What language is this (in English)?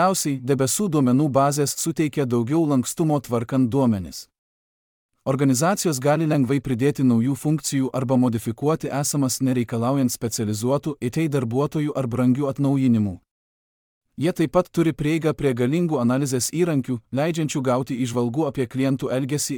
Lithuanian